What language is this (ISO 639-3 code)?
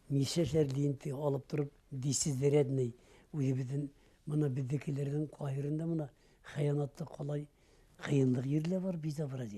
bak